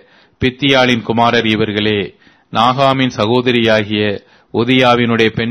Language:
Tamil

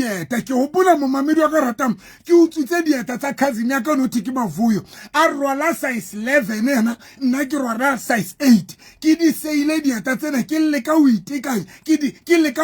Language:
Southern Sotho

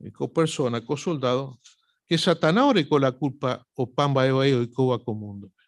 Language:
Guarani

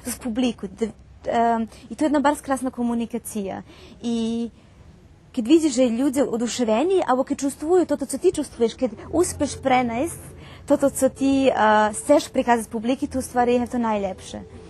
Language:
Rusyn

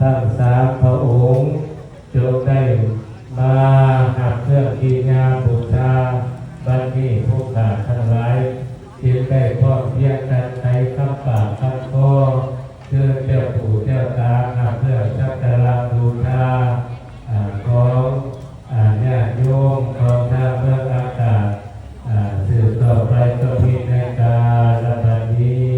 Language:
Lao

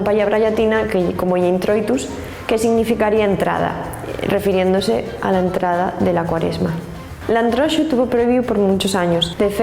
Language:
Asturian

